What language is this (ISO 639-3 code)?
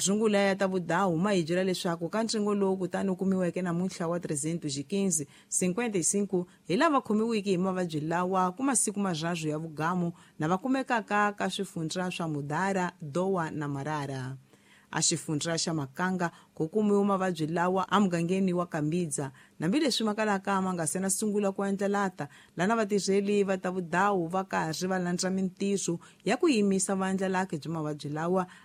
tso